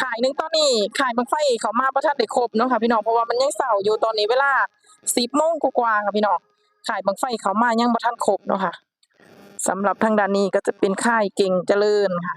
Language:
Northeastern Thai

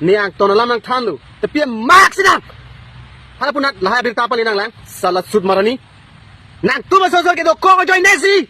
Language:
Karbi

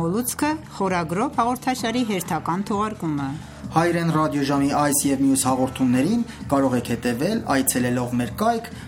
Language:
Armenian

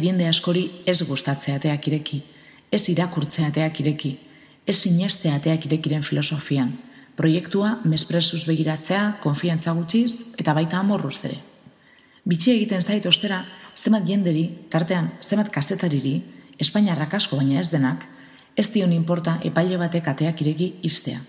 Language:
Basque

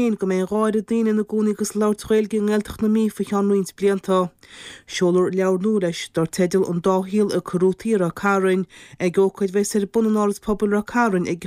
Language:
Irish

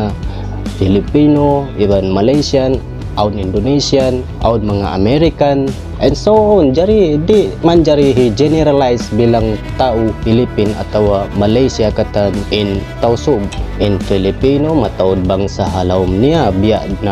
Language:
Tausug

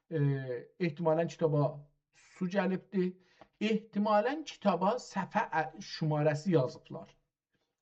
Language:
South Azerbaijani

